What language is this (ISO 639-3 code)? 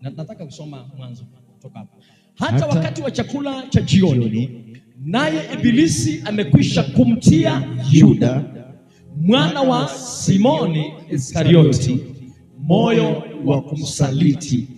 swa